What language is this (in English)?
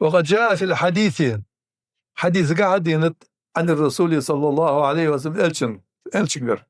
Ingush